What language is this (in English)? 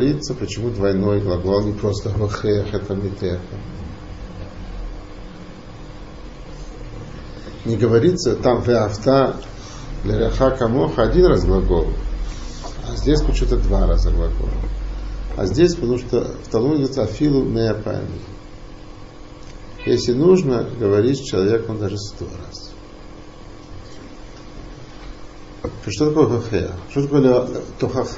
Russian